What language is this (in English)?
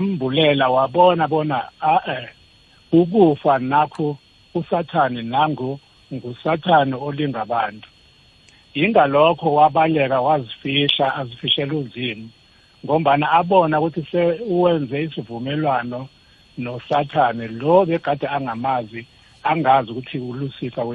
South Ndebele